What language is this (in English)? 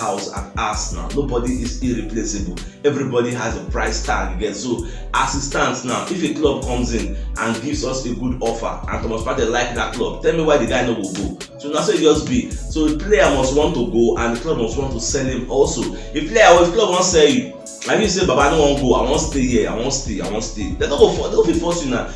Nigerian Pidgin